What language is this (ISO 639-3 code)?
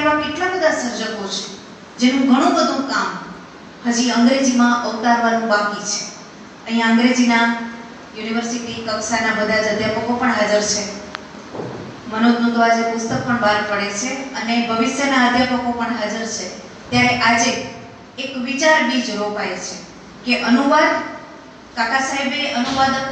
guj